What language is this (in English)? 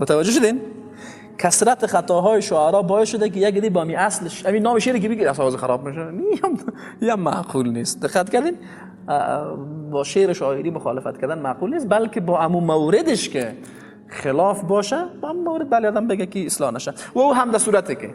Persian